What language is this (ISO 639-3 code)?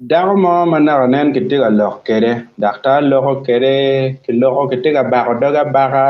ach